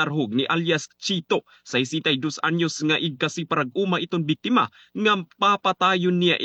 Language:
Waray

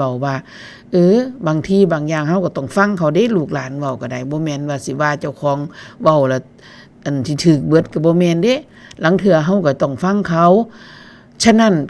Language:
Northeastern Thai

